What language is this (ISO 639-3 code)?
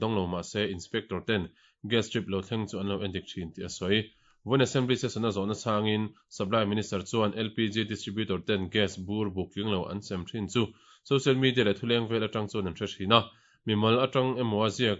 lus